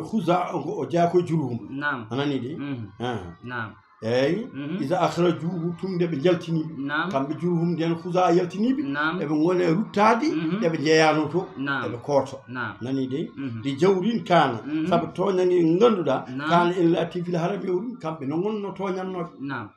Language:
Fula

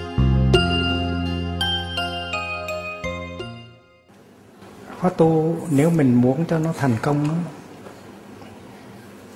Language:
Vietnamese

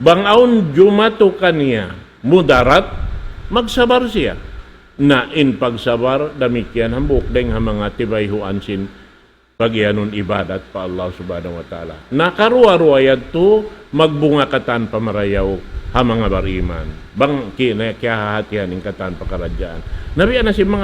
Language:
Tausug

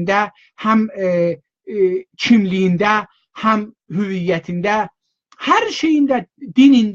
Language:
South Azerbaijani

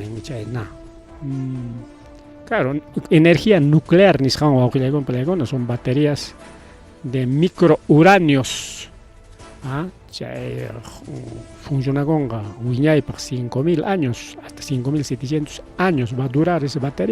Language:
Ayacucho Quechua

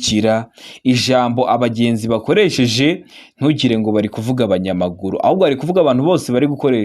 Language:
Kinyarwanda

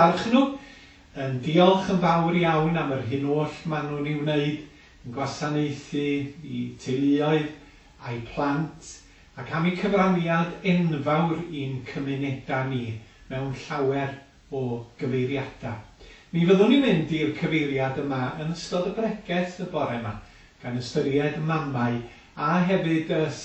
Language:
Welsh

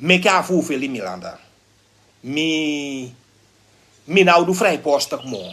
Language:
Sranan Tongo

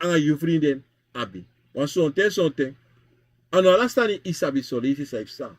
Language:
Sranan Tongo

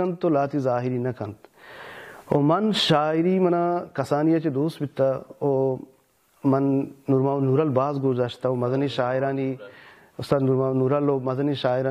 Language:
Baluchi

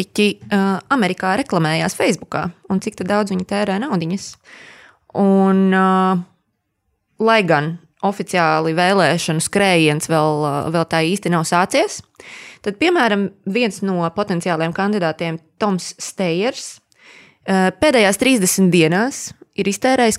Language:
Latvian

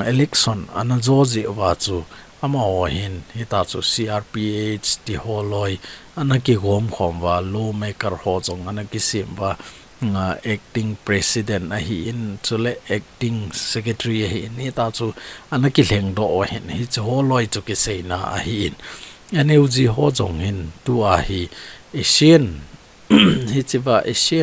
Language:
Thado Chin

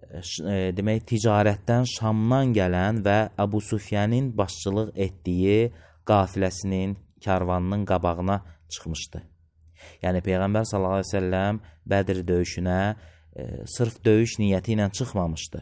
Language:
Azerbaijani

